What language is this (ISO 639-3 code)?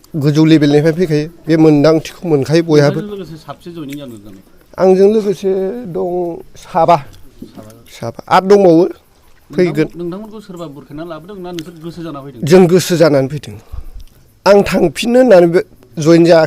brx